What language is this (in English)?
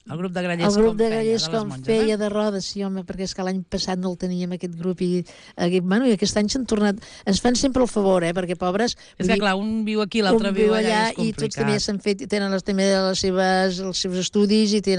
Catalan